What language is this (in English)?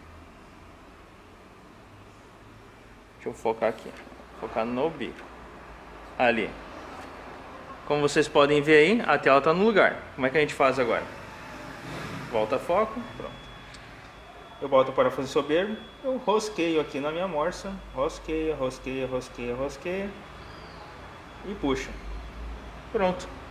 Portuguese